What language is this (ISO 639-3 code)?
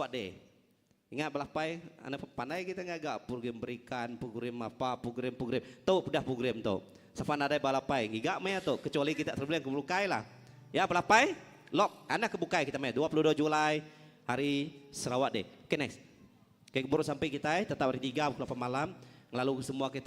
iba